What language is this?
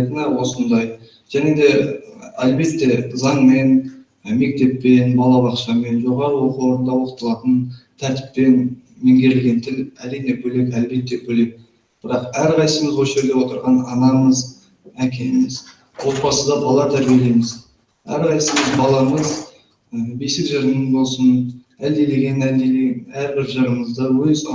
Bashkir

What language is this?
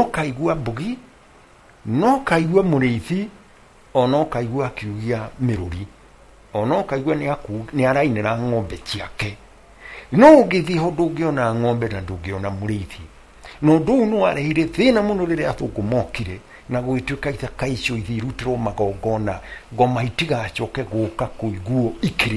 Kikuyu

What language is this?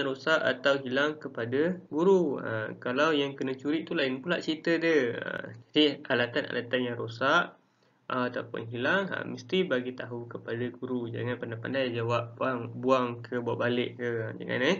Malay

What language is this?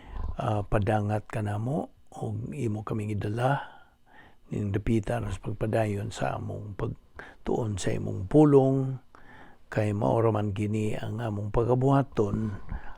Cebuano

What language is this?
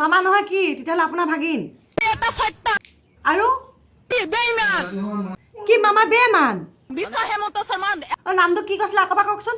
Assamese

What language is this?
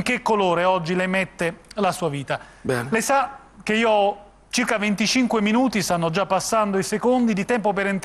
Italian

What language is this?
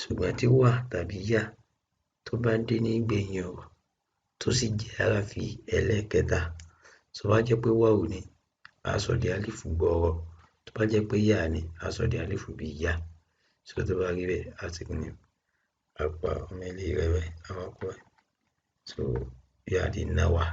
Yoruba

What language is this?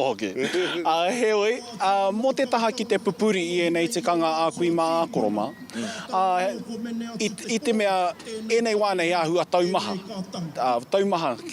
Māori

